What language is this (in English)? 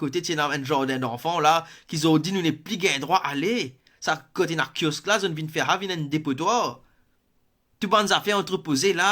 Morisyen